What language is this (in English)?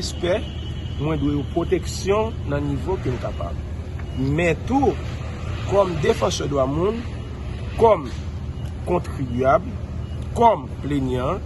Haitian Creole